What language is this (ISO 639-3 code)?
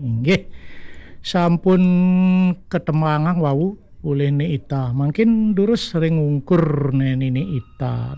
ban